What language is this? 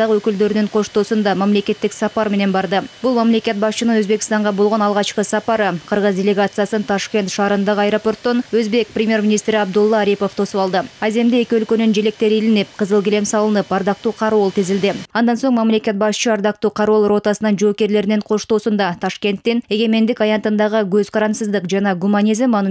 Kyrgyz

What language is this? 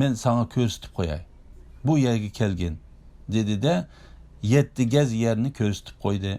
Uyghur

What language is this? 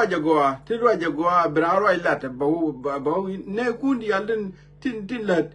Nuer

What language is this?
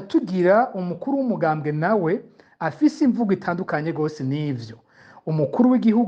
Rundi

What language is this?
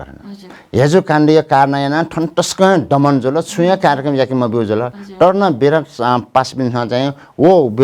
Newari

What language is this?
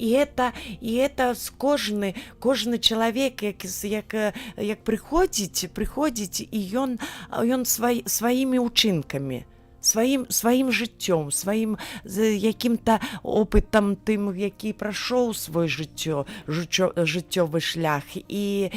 Belarusian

